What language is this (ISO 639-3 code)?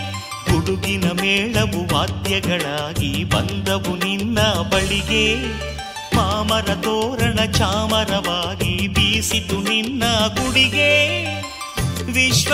kan